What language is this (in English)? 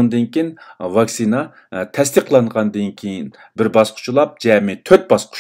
Uyghur